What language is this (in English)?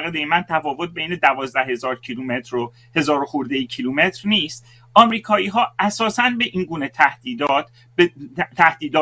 Persian